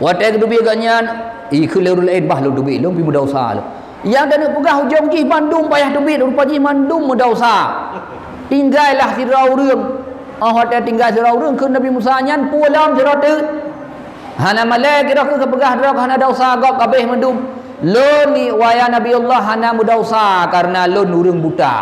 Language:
Achinese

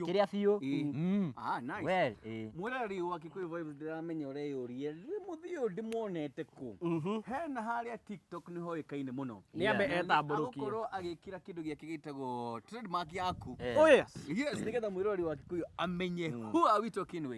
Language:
Kikuyu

